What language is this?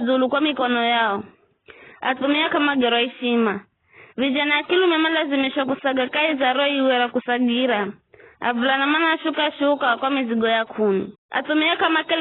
Giryama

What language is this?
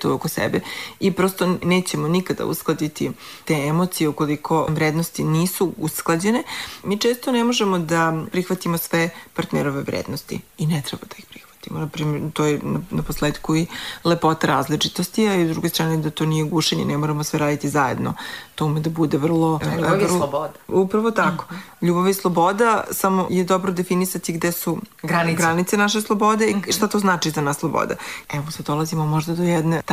Serbian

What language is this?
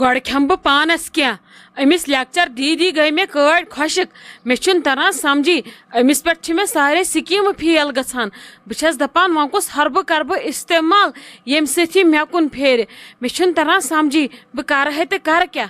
Kashmiri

